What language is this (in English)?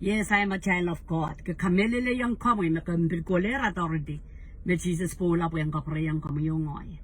Pohnpeian